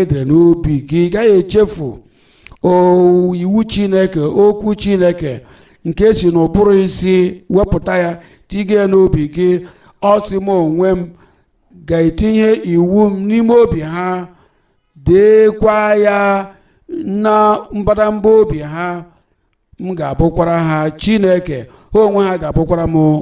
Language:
Igbo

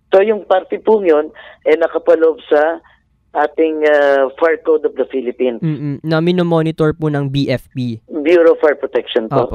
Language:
Filipino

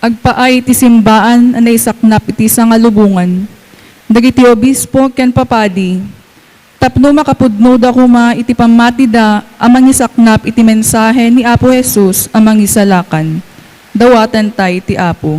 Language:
Iloko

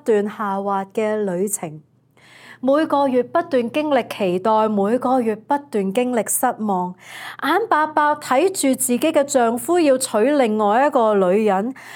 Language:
Cantonese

